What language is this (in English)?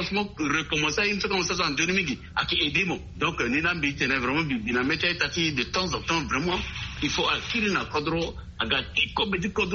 Sango